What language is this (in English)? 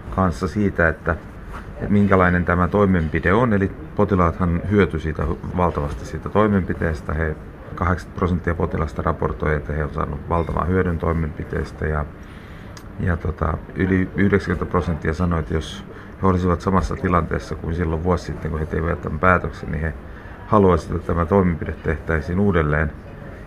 Finnish